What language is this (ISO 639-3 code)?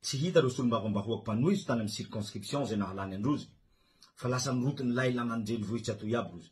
mlg